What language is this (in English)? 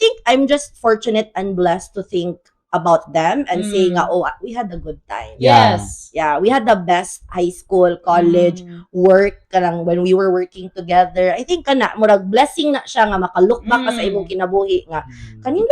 Cebuano